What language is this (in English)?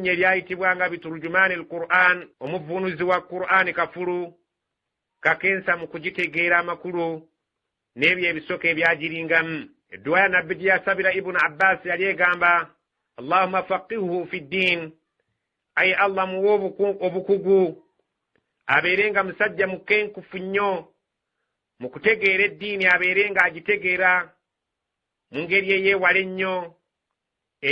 Ganda